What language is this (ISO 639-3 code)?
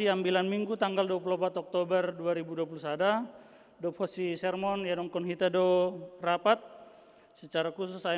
bts